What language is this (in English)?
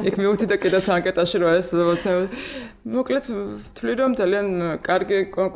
Georgian